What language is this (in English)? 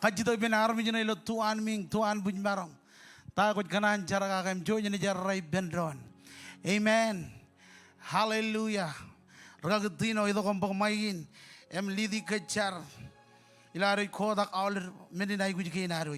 Marshallese